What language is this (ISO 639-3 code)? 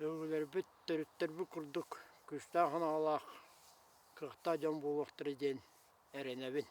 sah